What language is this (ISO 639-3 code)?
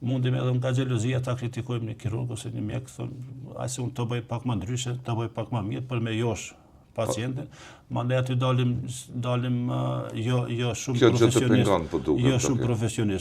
sqi